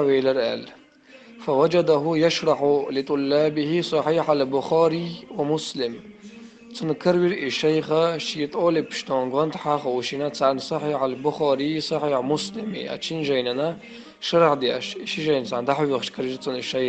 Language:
Chechen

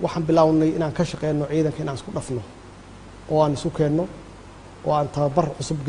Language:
Somali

